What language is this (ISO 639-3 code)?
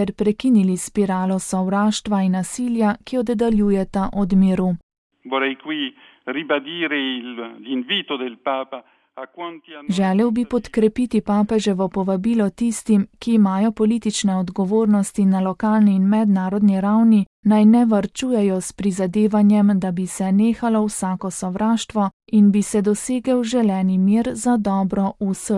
slv